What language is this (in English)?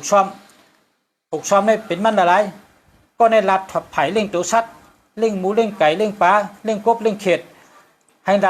Shan